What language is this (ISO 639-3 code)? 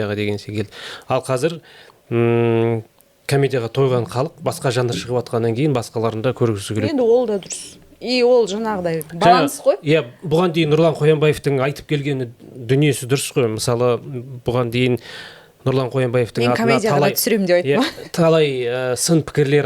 kaz